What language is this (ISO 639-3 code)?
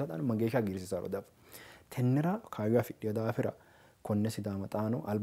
sid